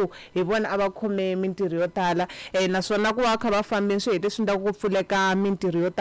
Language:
Tsonga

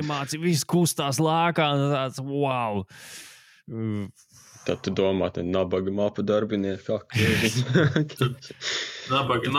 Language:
Latvian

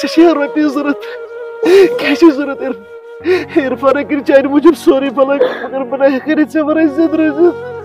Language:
Kashmiri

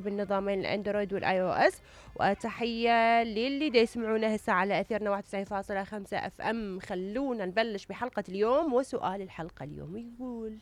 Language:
Mesopotamian Arabic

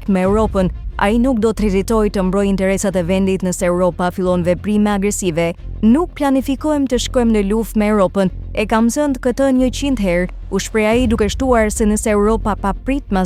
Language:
Albanian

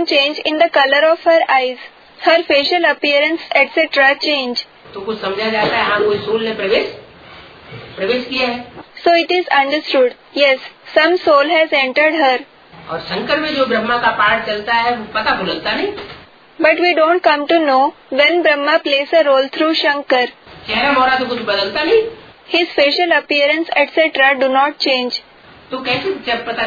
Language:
Hindi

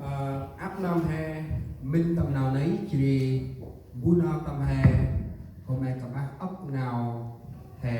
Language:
Central Mnong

